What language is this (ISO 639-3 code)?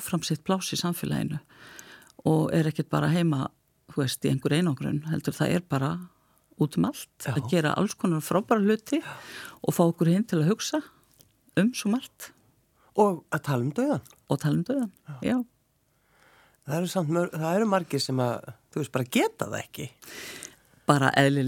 isl